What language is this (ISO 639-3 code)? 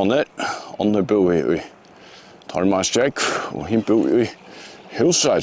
fao